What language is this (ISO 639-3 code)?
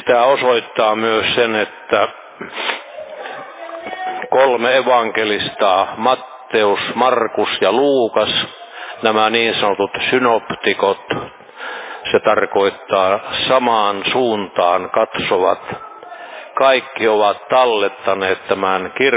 fin